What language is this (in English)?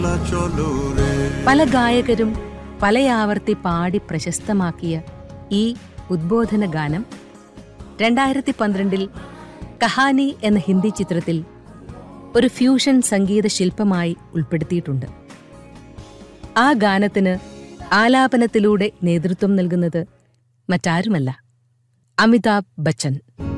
Malayalam